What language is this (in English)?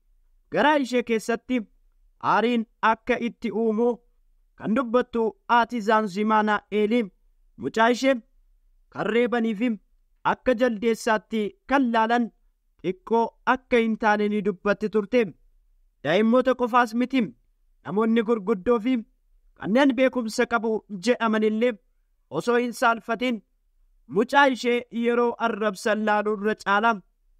Oromo